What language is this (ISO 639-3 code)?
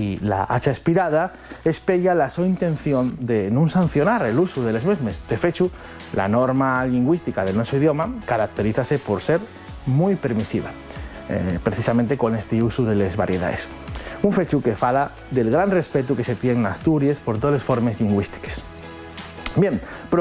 ast